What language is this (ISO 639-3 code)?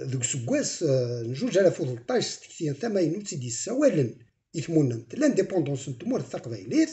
kab